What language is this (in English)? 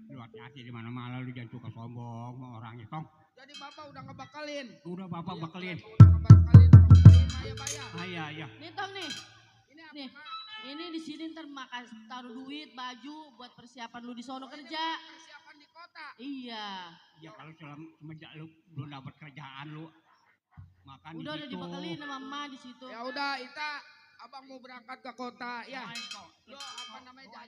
Betawi